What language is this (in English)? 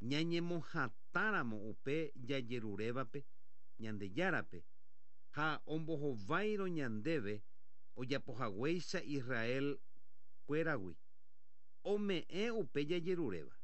Guarani